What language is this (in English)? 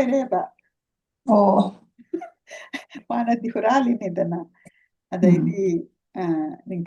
Manipuri